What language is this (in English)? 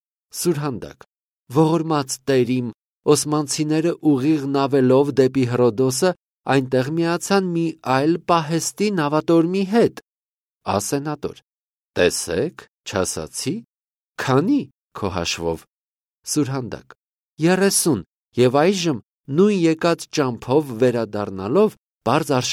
Armenian